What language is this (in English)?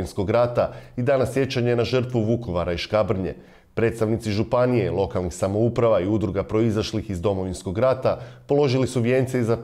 Croatian